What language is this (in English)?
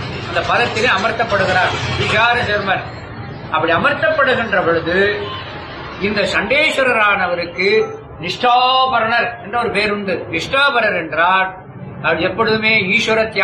Tamil